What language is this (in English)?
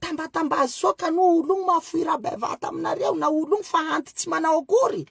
Malagasy